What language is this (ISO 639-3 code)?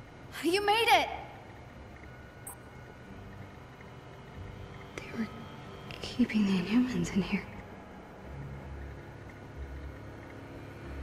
eng